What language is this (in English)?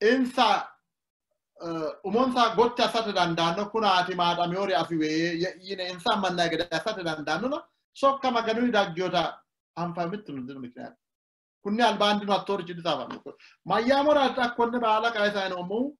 Sidamo